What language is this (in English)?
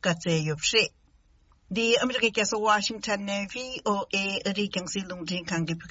Tibetan